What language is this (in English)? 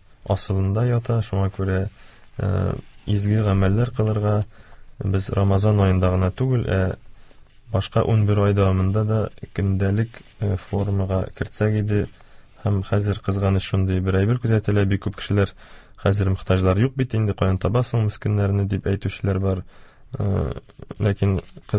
Tatar